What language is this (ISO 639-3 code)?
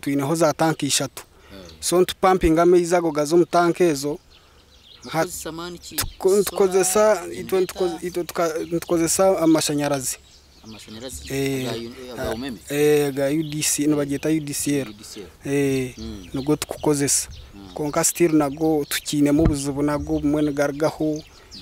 nyn